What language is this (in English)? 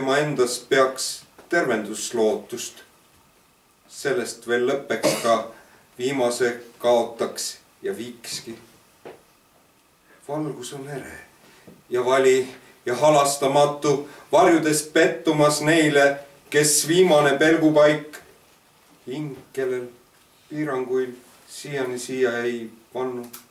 Estonian